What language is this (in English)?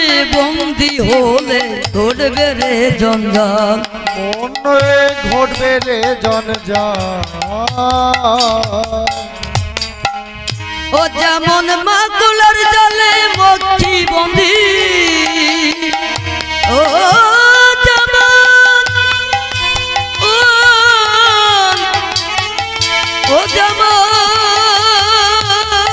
Bangla